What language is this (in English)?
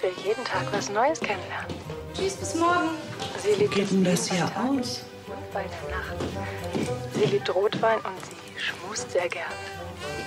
German